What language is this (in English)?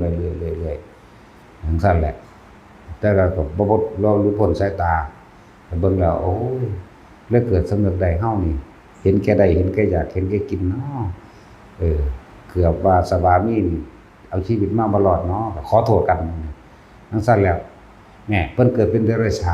Northeastern Thai